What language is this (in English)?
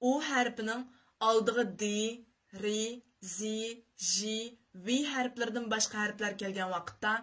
Uyghur